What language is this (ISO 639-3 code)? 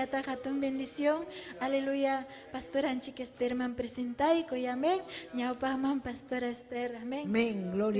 quy